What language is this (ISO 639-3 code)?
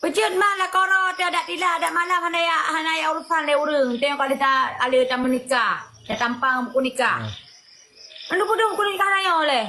ace